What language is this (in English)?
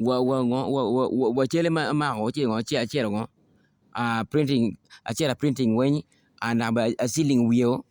Acoli